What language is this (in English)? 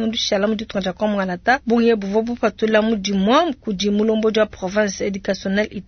Luba-Lulua